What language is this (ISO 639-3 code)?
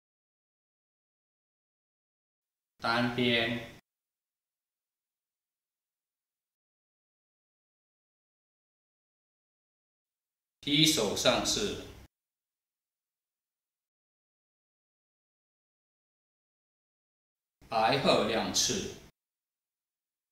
zho